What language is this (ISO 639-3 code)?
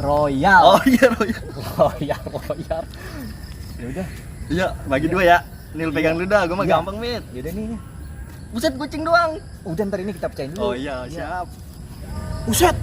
bew